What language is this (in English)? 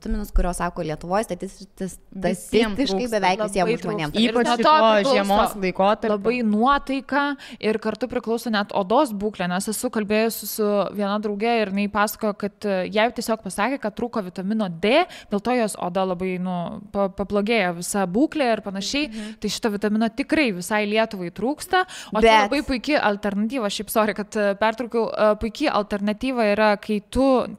Lithuanian